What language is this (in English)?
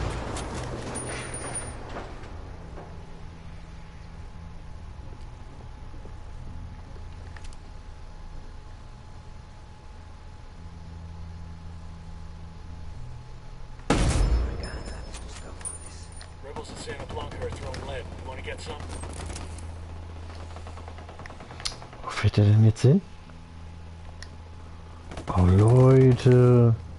German